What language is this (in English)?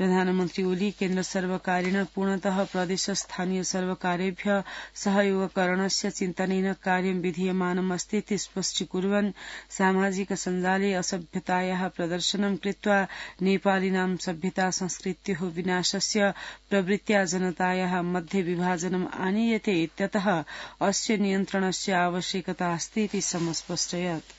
Sanskrit